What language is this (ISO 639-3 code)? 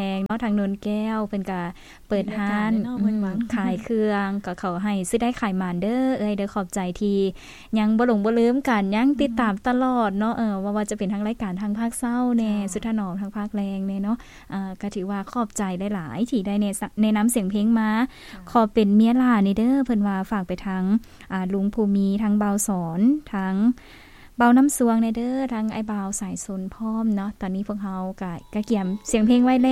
lao